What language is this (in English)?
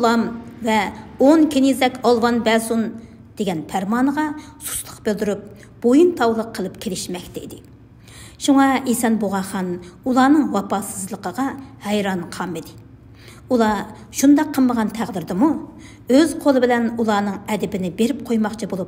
Uyghur